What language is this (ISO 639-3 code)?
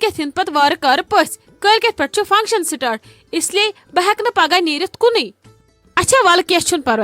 kas